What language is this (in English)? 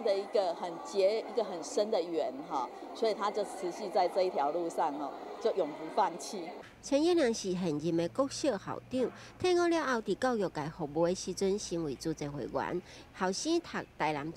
Chinese